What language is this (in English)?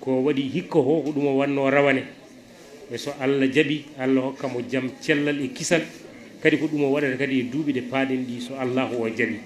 Fula